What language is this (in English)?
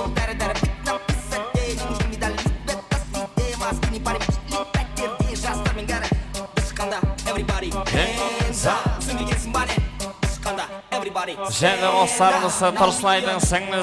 Kara-Kalpak